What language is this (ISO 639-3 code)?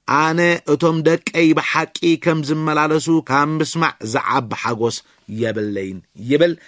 tir